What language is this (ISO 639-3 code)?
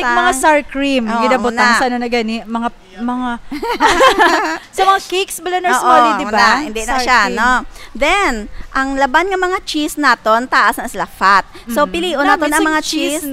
hil